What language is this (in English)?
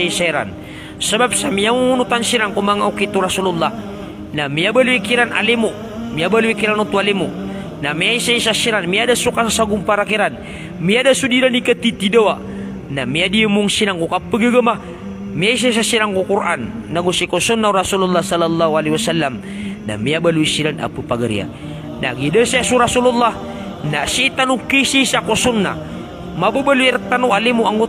Maranao